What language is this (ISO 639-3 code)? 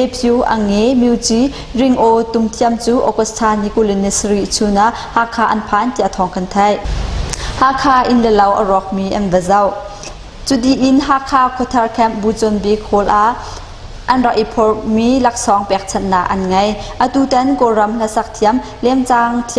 cnh